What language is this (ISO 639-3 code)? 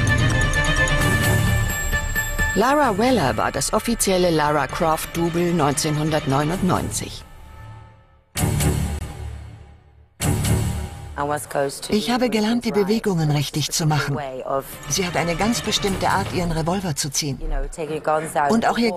deu